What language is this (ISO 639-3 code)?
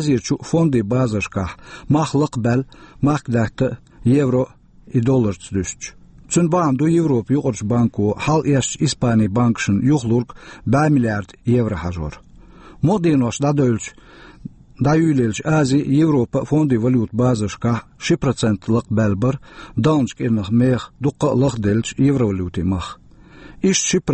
che